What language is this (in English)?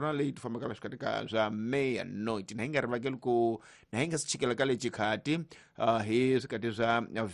Tsonga